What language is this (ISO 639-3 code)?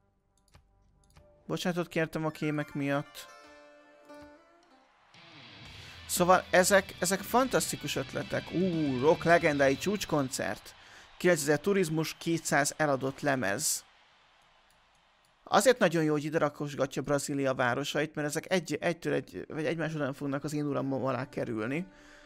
hun